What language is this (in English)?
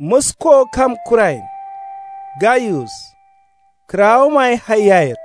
Kanuri